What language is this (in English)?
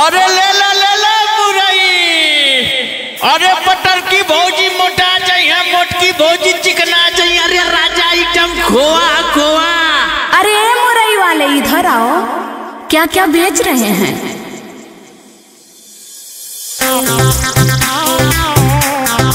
Bhojpuri